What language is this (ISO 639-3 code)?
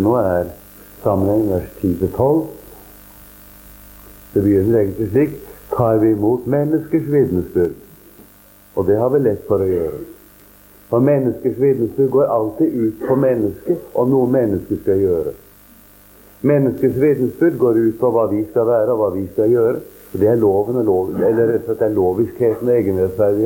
nor